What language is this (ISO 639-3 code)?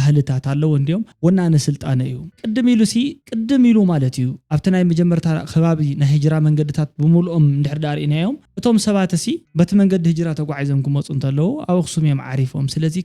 tir